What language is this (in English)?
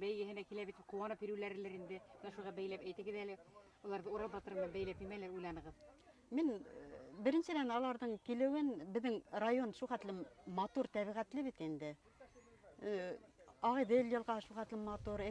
Bashkir